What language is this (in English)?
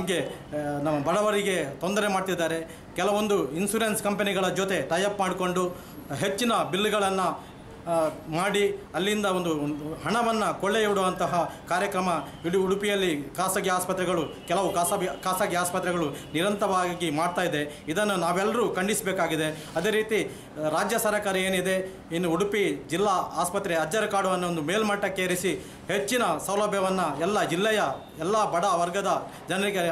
Kannada